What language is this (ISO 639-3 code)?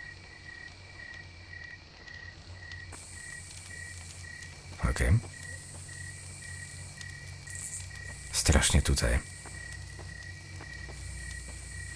pol